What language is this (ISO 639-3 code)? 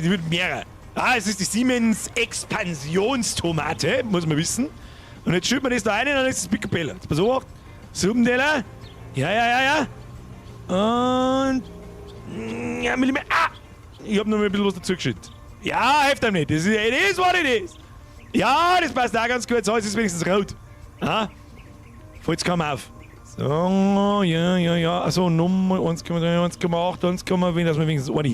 bar